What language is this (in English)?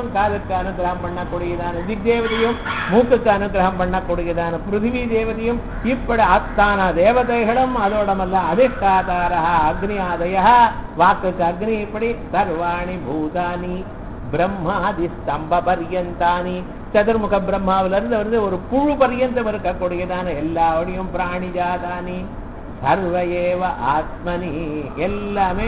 Tamil